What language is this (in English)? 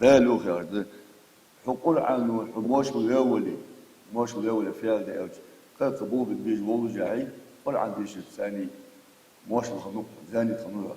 Ingush